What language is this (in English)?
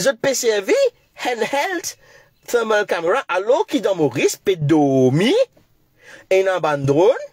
Morisyen